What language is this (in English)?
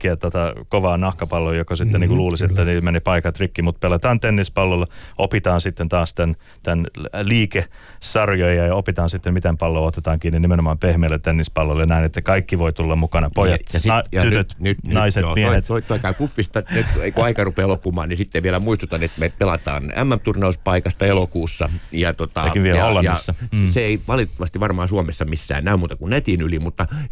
Finnish